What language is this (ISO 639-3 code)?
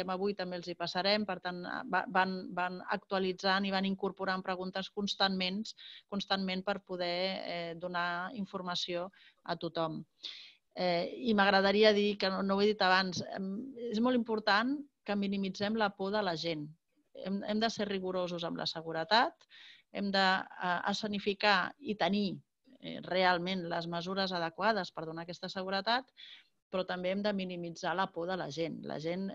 cat